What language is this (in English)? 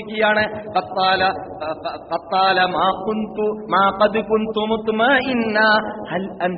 Malayalam